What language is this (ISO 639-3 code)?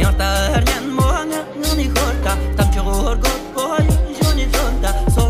bod